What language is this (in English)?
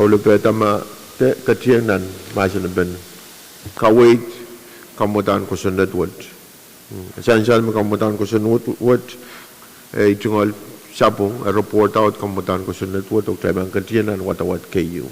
Pohnpeian